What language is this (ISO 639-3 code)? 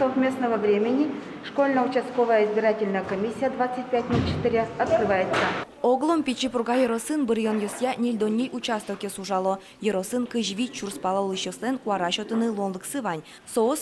udm